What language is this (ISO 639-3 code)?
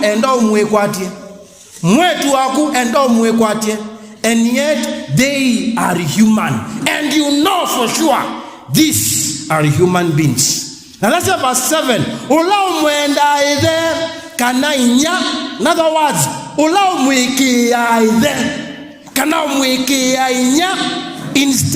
kam